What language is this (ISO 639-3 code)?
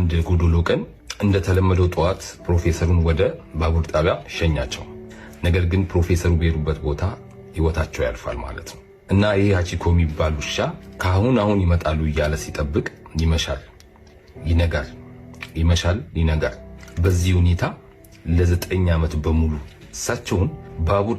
amh